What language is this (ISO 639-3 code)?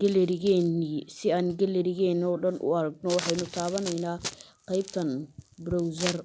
som